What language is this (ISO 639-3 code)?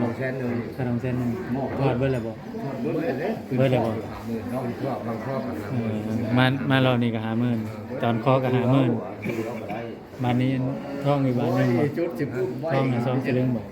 tts